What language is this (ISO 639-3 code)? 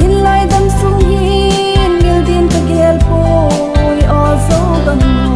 ctd